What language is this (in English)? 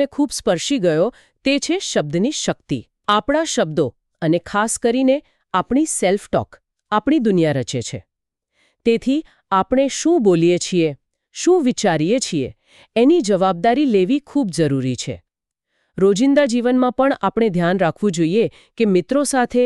Gujarati